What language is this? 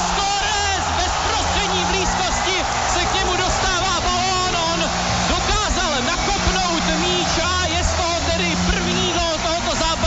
Czech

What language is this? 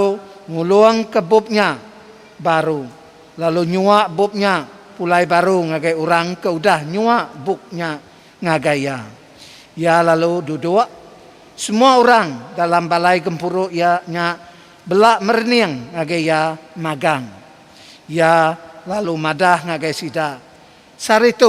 Iban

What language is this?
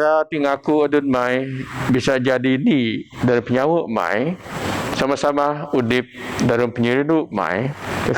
Biatah Bidayuh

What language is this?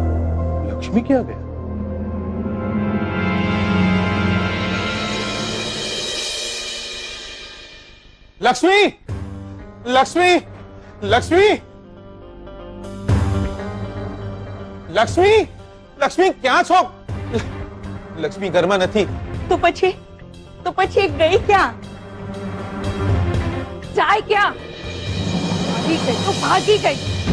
Gujarati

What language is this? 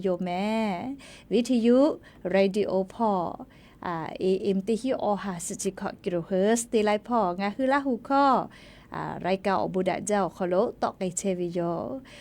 Lahu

